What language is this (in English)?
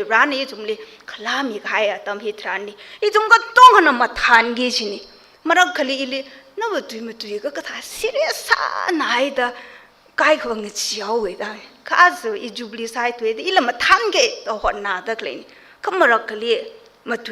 Tangkhul Naga (India)